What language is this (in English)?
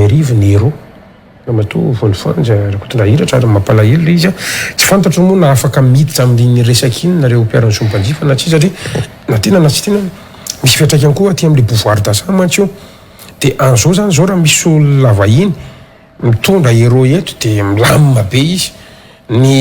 Malagasy